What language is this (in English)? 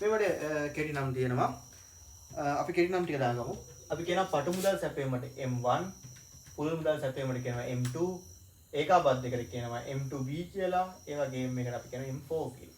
Sinhala